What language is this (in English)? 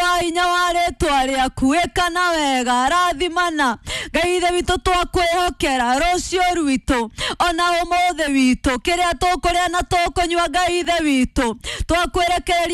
Kikuyu